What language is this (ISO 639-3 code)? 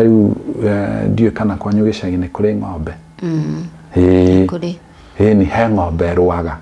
kik